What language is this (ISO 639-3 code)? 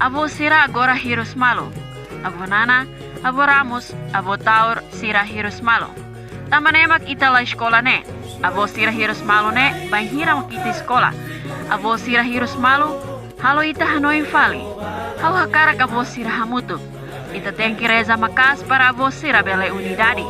tet